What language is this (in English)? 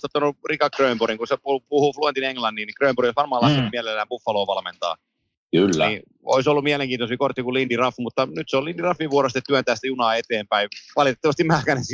Finnish